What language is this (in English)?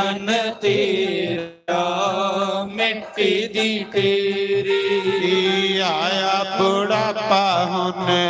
Dogri